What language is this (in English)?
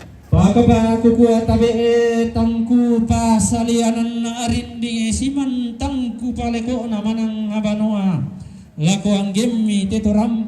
Toraja-Sa'dan